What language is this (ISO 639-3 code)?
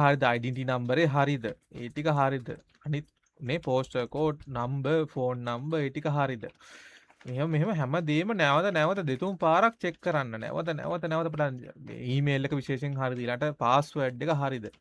sin